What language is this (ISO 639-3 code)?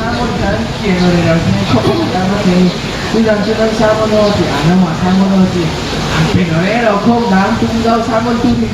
cfm